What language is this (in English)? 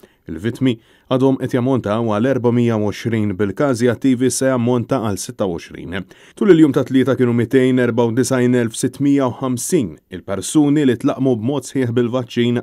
Maltese